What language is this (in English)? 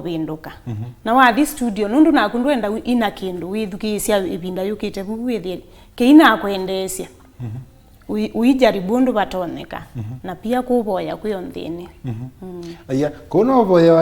Kamba